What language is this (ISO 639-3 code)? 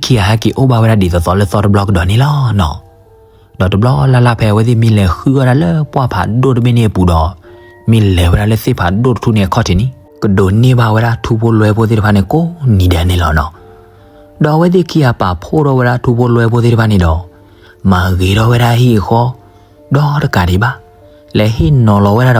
ksw